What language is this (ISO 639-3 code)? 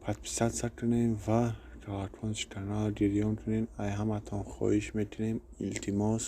tgk